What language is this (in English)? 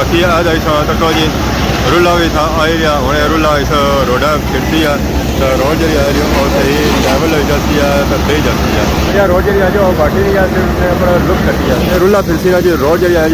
Pahari-Potwari